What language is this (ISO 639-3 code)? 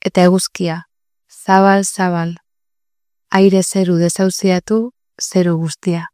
eus